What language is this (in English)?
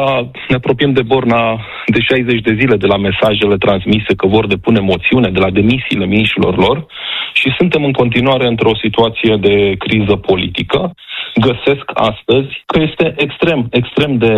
Romanian